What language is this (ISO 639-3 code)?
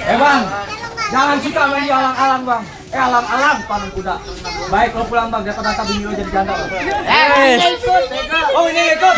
bew